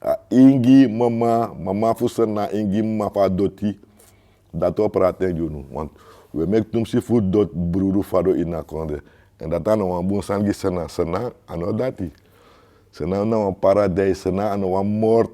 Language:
Sranan Tongo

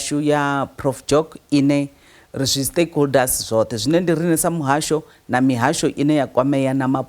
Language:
Venda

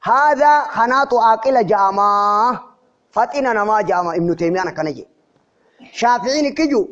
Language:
Oromo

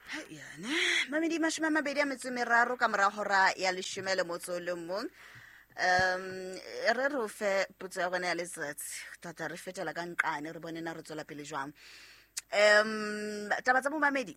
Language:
Southern Sotho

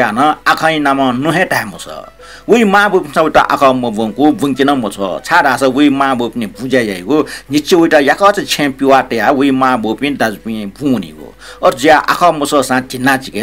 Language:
Newari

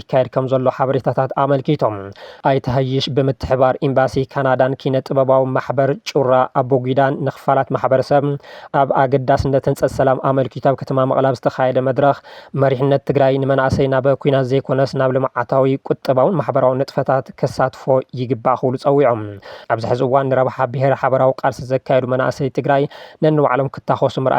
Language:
Tigrinya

